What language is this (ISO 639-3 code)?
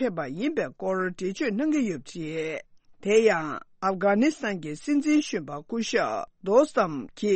bod